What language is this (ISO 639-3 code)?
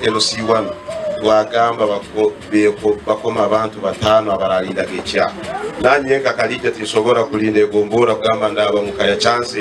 nyn